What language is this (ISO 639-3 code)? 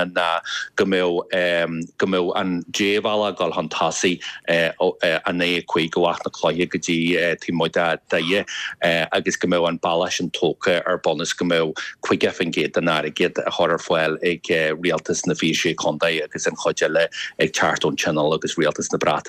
gle